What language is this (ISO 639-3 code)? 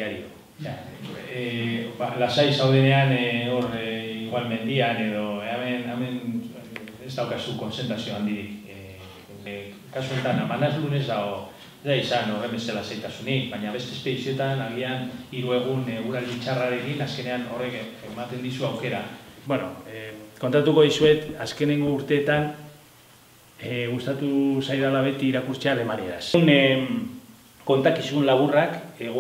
eus